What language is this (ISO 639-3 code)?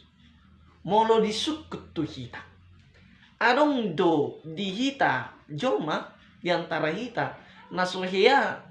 bbc